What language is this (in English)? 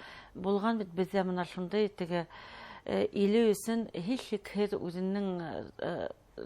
Bashkir